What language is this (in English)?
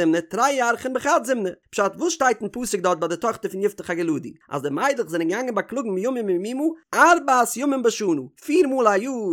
Yiddish